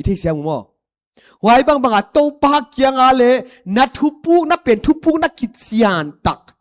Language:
Paite Chin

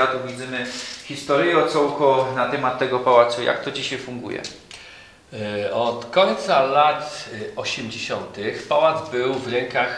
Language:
Silesian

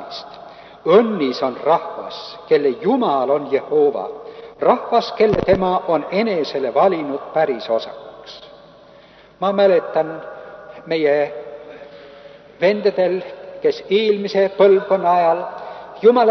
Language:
Estonian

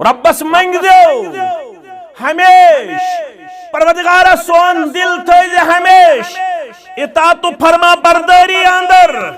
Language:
Kashmiri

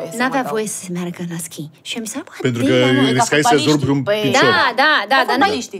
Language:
Romanian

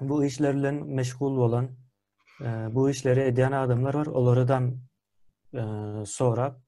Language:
Turkmen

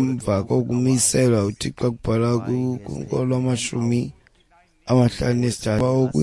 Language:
Xhosa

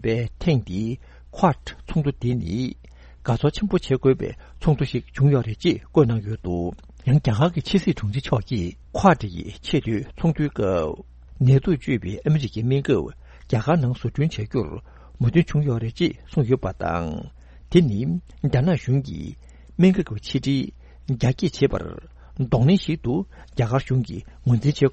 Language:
Tibetan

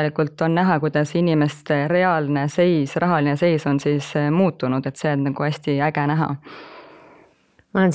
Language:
Estonian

